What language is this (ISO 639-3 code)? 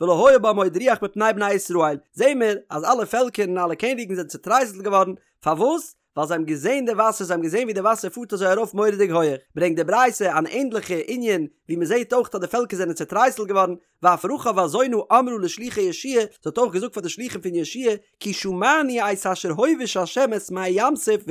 yid